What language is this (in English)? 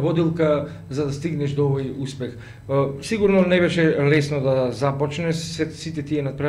Macedonian